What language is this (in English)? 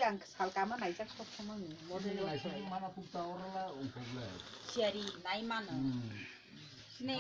Kok Borok